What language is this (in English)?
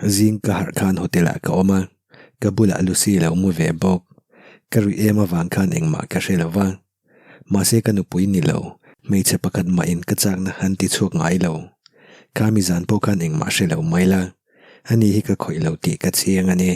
Mizo